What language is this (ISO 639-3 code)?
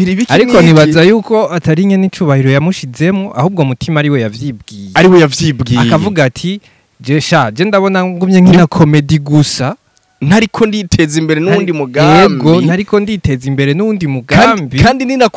run